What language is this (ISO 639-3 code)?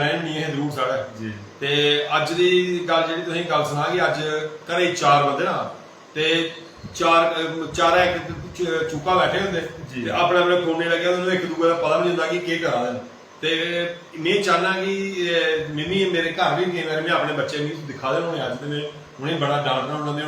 doi